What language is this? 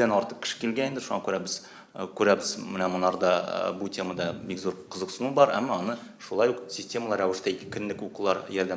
Tatar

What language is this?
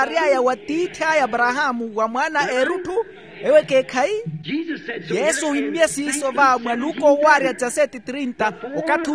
Makhuwa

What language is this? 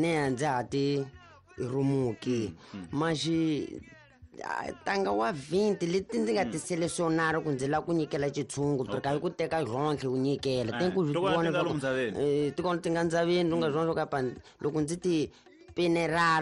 Tsonga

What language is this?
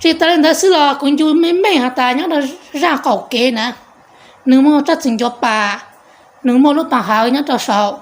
Hmong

